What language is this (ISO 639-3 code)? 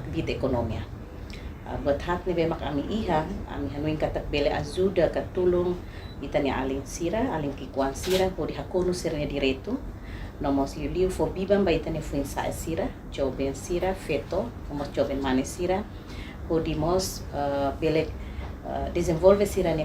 tet